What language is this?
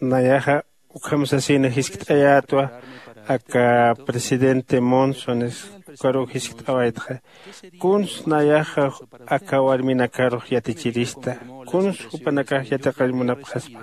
Aymara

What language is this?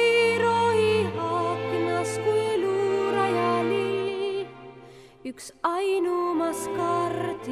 Estonian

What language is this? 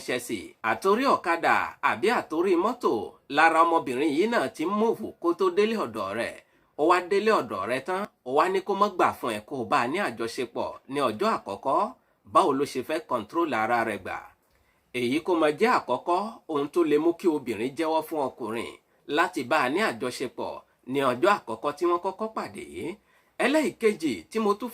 Yoruba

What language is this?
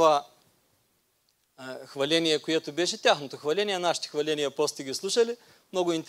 Bulgarian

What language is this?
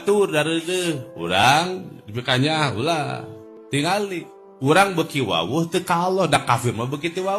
Sundanese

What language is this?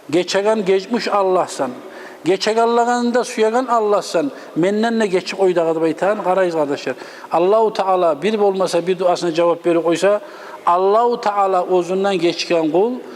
Kumyk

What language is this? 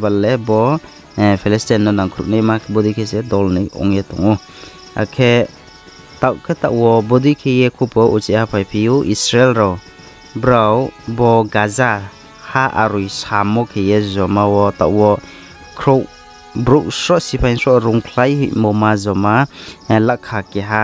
Riang (India)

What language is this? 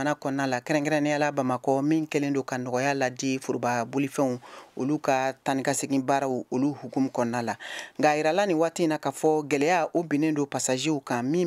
Bambara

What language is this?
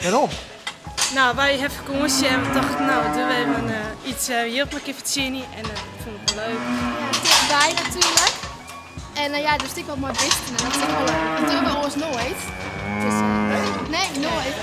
Western Frisian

